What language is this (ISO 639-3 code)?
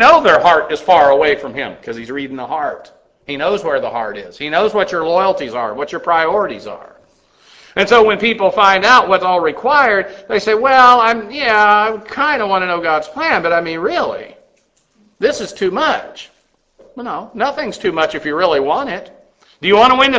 eng